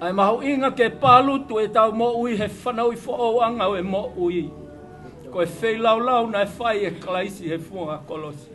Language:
Tongan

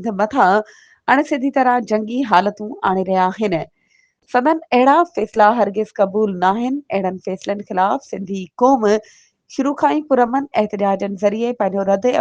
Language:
Sindhi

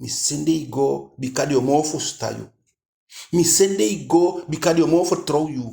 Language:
Eastern Maroon Creole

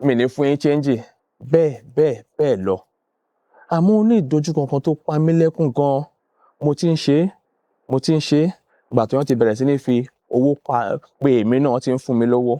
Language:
Yoruba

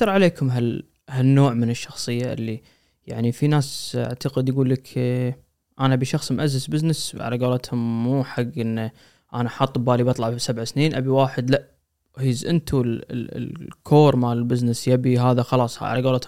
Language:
Gulf Arabic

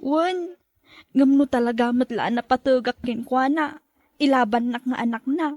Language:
Iloko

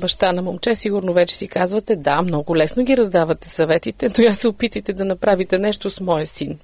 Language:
Bulgarian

